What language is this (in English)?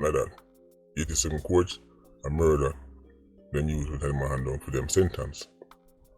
Jamaican Creole English